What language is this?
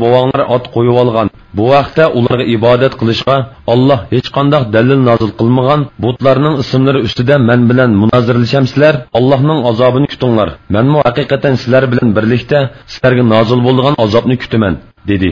Uyghur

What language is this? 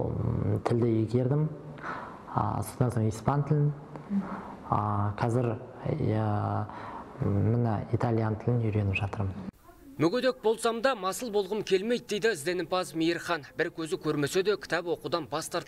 Kazakh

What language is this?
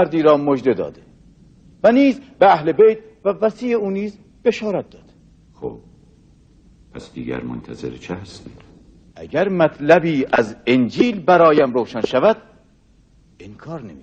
Persian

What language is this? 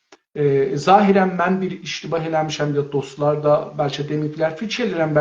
South Azerbaijani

